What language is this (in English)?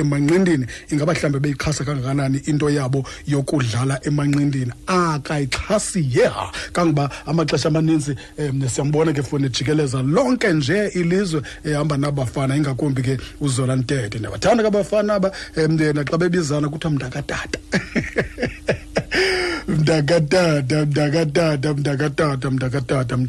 Xhosa